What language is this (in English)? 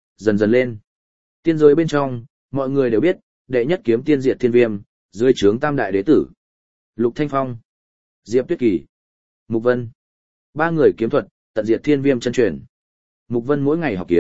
Vietnamese